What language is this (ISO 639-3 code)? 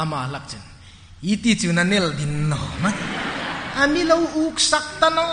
hmr